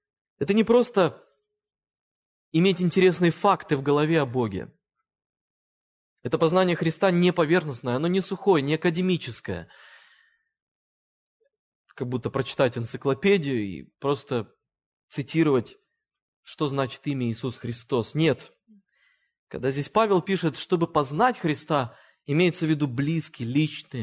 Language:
Russian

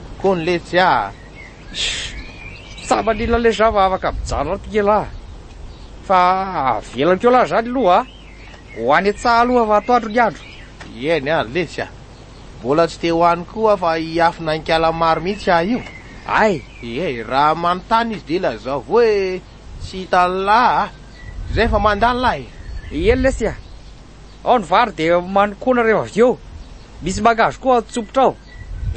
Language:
Malagasy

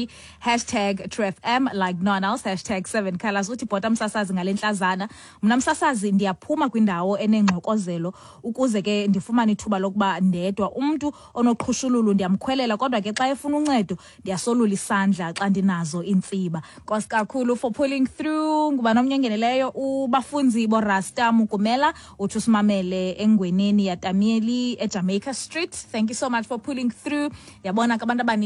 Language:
Xhosa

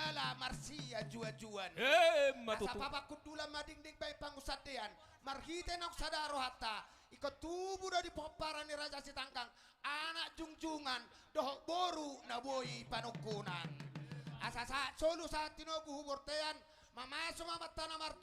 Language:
Batak Toba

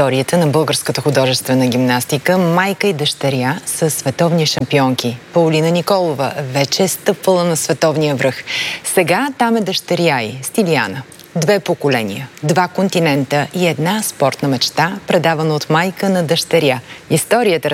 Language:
Bulgarian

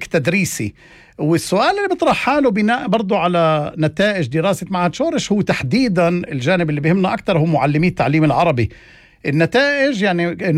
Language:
North Levantine Arabic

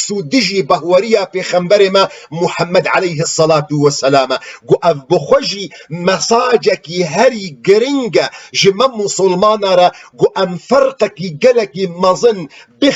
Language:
Kurdish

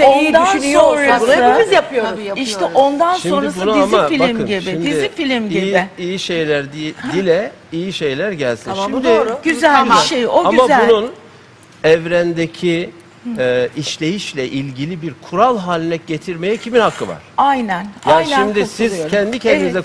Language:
Turkish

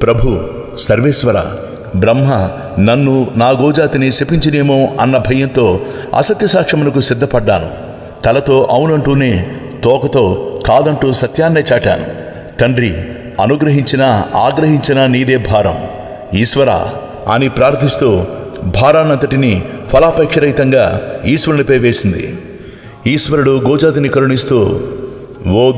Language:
Telugu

